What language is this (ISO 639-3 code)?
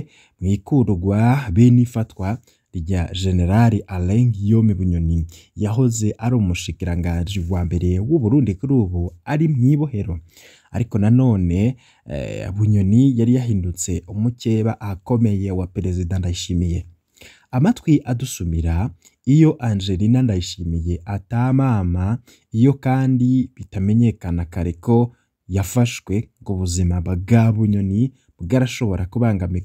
run